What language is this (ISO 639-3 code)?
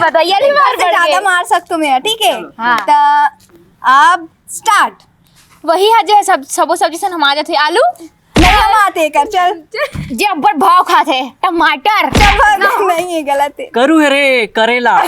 hne